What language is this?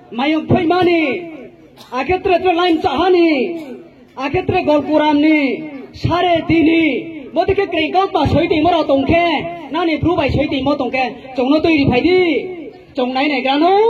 Riang (India)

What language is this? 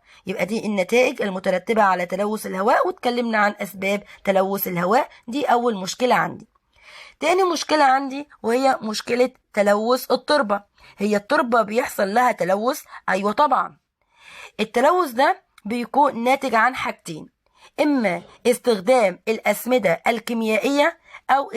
Egyptian Arabic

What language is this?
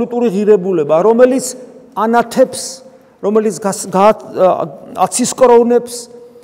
Georgian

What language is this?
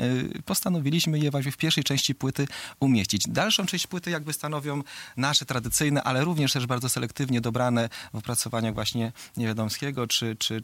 Polish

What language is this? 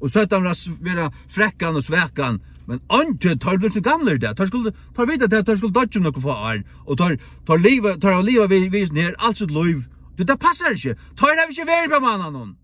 Faroese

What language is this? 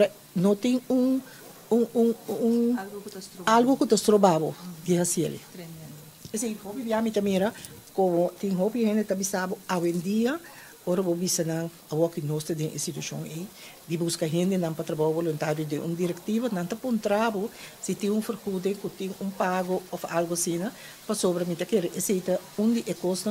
Papiamento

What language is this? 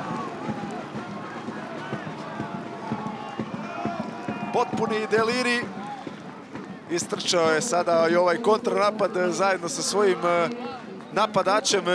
Croatian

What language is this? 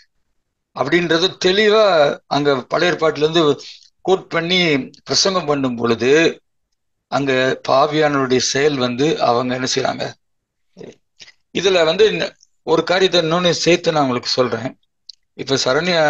Tamil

